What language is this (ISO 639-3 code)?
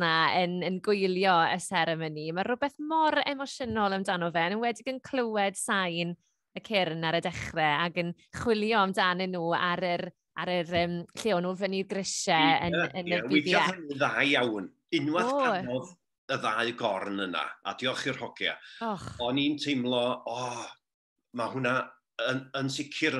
cym